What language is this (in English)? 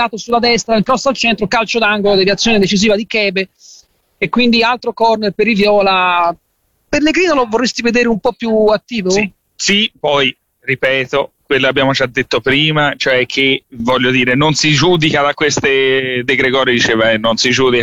Italian